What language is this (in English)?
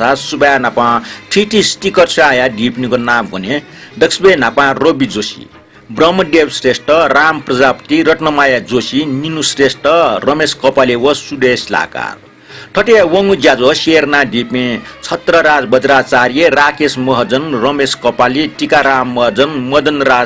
Newari